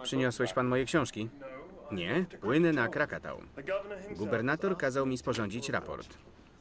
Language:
Polish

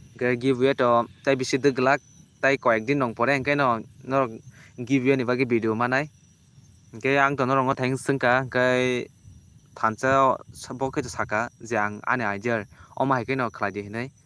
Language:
Kok Borok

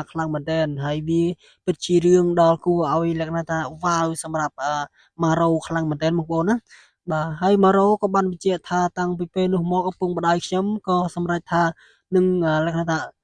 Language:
Khmer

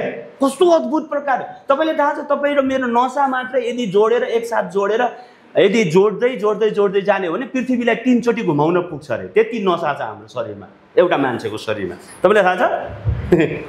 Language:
Nepali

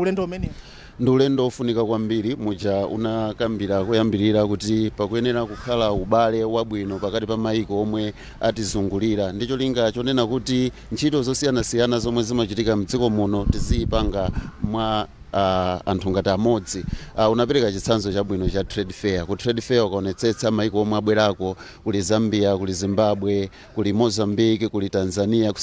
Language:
Nyanja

